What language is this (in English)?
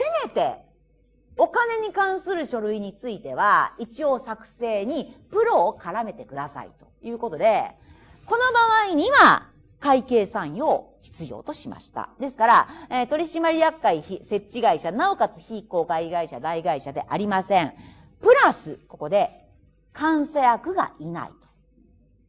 Japanese